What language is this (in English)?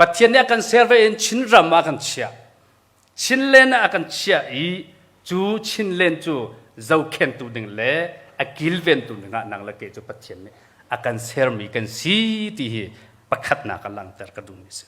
Hakha Chin